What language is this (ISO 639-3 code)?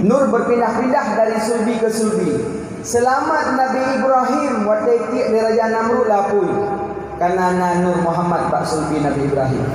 ace